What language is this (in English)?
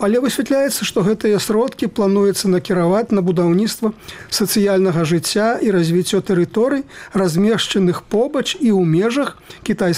Belarusian